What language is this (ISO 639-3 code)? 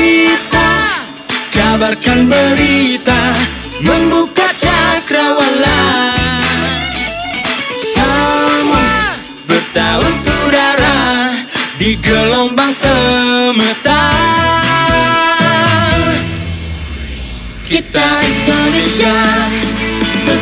ind